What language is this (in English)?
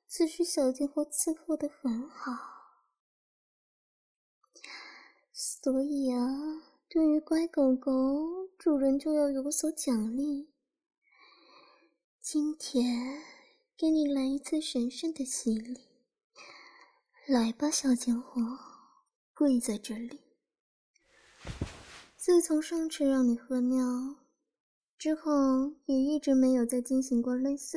Chinese